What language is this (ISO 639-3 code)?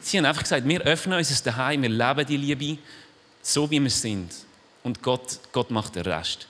gsw